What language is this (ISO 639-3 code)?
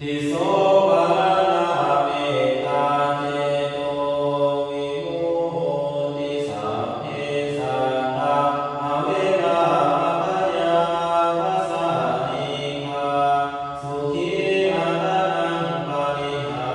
pli